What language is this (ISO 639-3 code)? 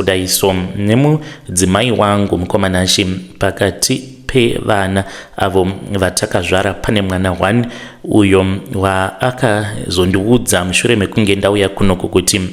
sna